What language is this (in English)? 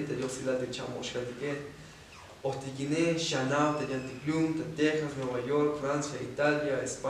Tzotzil